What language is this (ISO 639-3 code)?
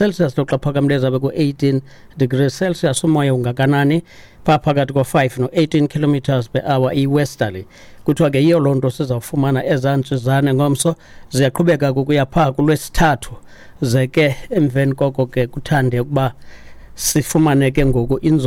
xho